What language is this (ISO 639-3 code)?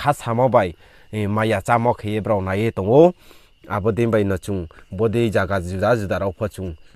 ria